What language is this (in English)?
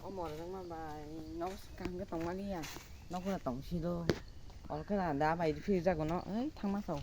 Kok Borok